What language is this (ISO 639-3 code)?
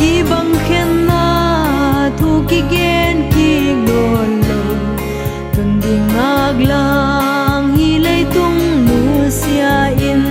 pck